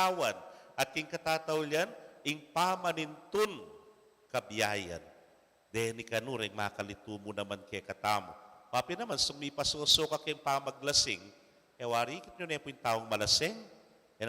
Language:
Pampanga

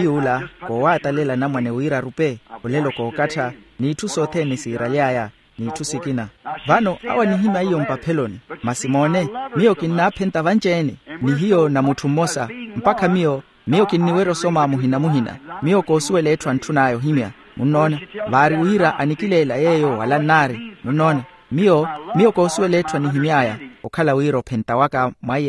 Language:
Makhuwa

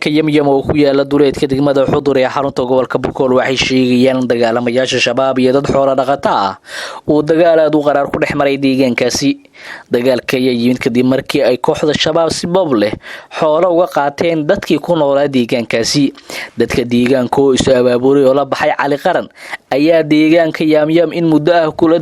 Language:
Somali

